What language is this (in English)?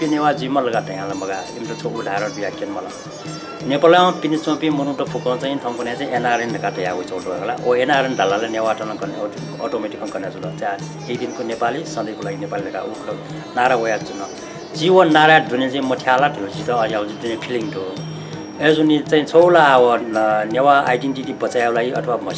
Newari